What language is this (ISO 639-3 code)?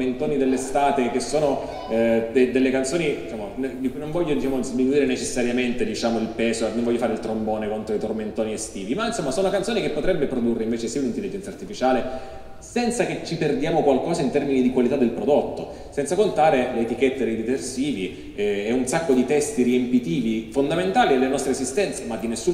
ita